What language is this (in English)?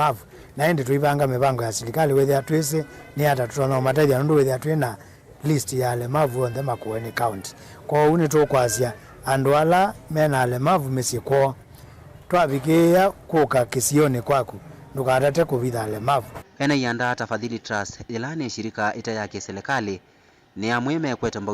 Kamba